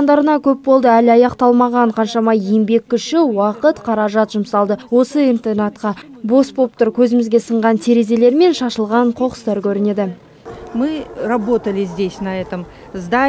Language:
Kazakh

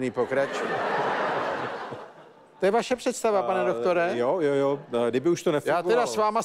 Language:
Czech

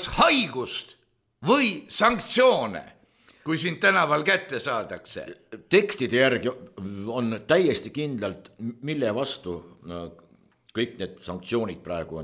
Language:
Estonian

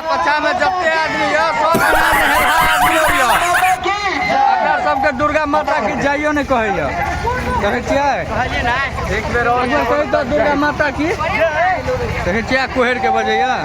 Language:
Maithili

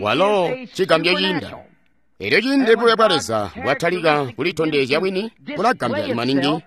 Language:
Tonga (Zambia)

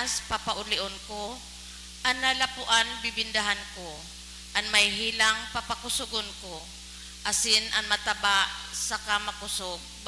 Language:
Bikol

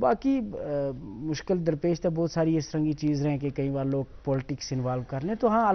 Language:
Gujari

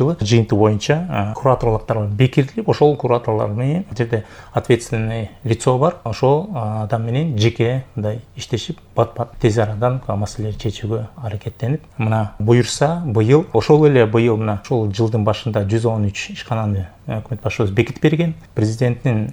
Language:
Kyrgyz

